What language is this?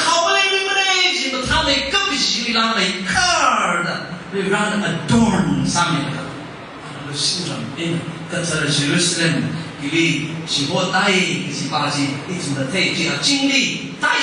Tangkhul Naga (India)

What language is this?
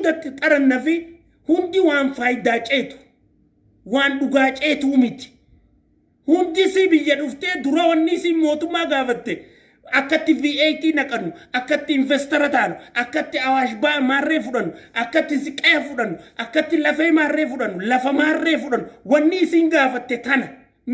Oromo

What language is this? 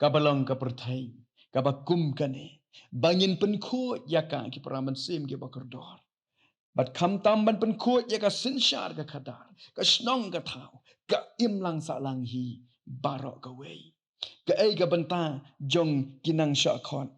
Khasi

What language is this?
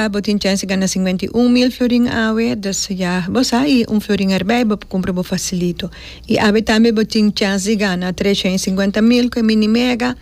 Papiamento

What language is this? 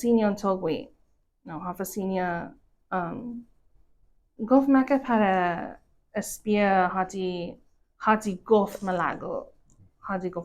Chamorro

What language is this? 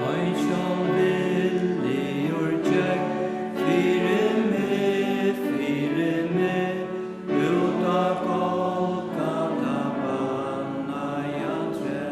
Faroese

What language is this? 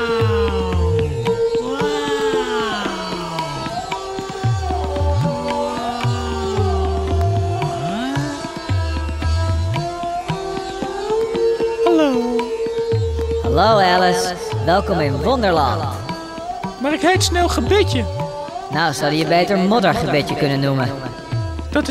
Dutch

